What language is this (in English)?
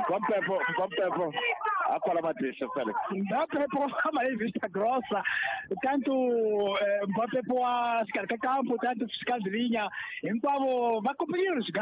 Tsonga